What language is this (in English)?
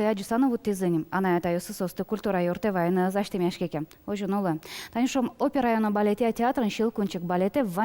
Udmurt